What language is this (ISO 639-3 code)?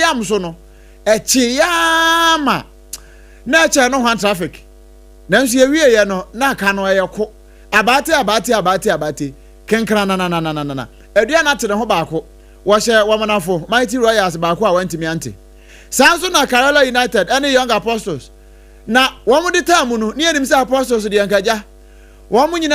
aka